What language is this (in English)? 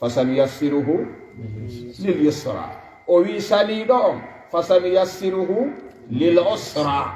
Fula